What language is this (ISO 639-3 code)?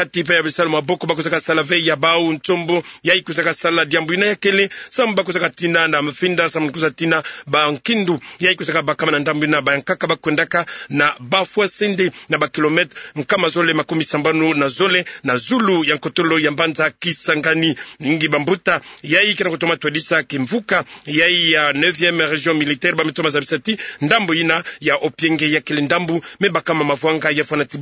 ktu